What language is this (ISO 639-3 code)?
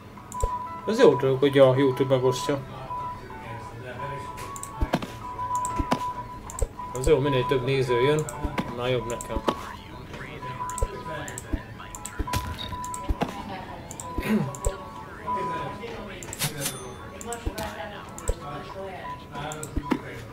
hun